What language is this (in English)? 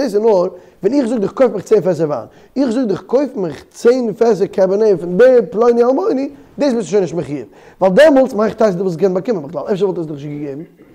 Yiddish